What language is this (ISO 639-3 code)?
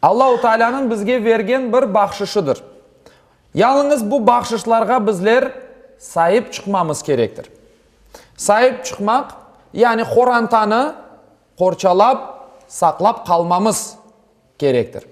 crh